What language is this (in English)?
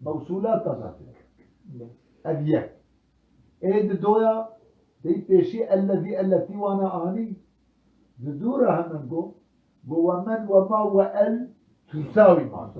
Kurdish